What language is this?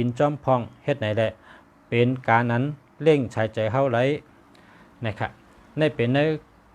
Shan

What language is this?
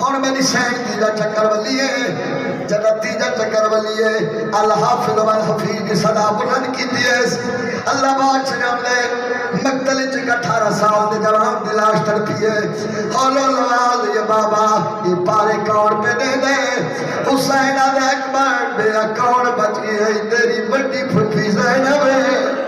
Saraiki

